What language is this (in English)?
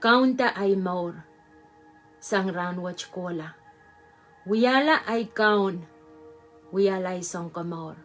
Pohnpeian